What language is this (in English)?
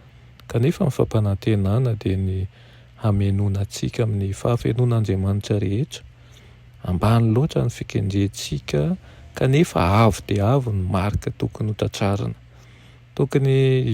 Malagasy